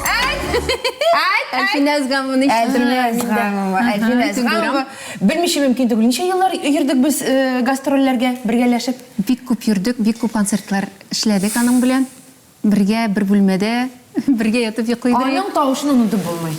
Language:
Tatar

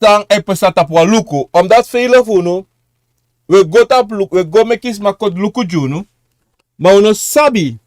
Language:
Sranan Tongo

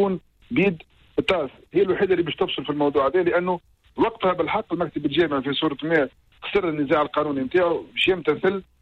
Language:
Tunisian Arabic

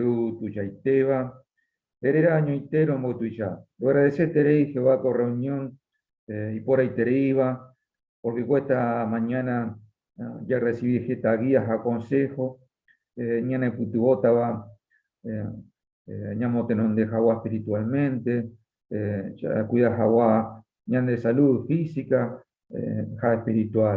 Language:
Guarani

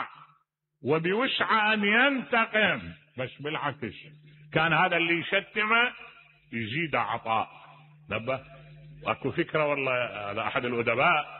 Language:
Mesopotamian Arabic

